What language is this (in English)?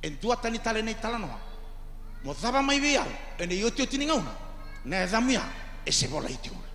Fijian